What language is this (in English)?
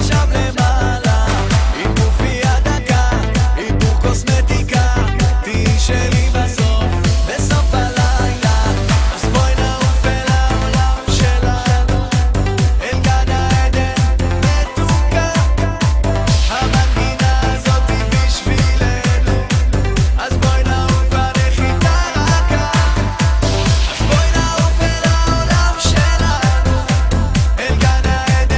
Hebrew